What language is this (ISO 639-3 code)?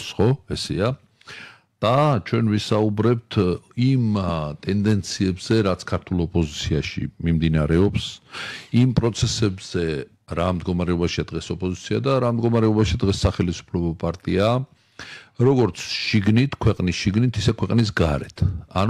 kat